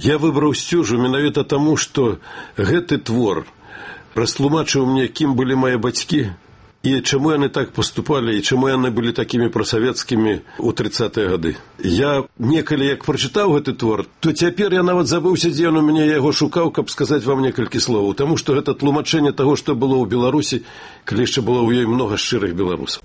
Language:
Belarusian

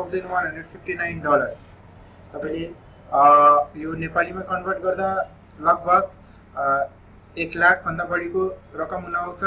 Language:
Nepali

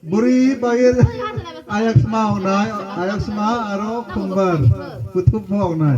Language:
Kok Borok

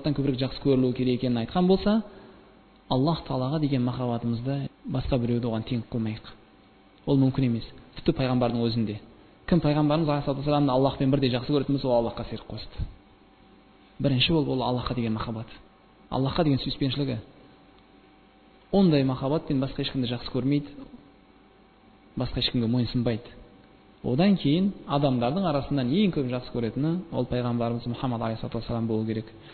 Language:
Kazakh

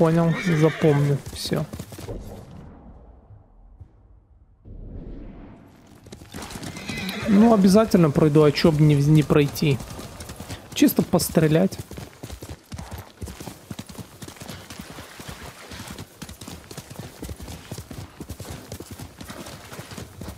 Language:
Russian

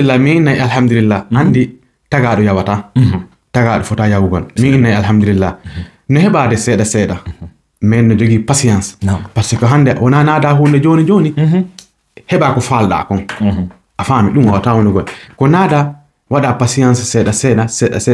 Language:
Fula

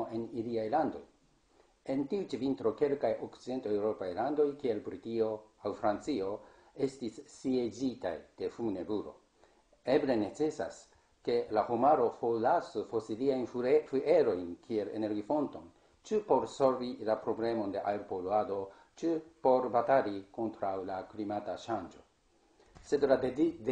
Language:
Esperanto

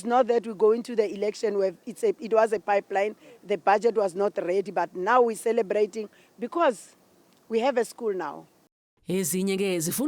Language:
Zulu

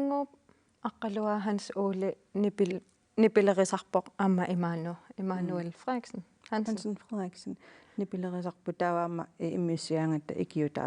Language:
Kalaallisut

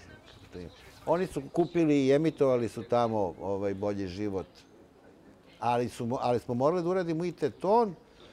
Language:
Serbian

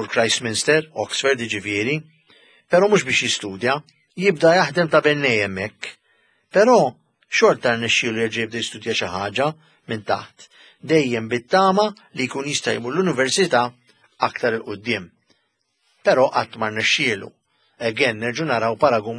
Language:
Maltese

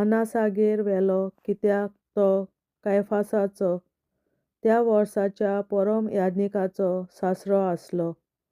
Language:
Konkani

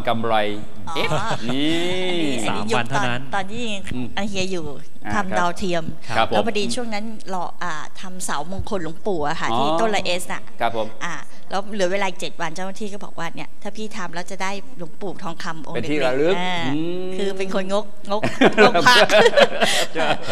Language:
Thai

